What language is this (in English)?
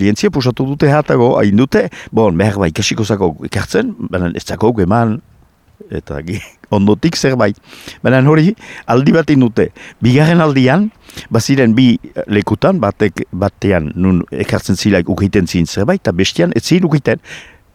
Basque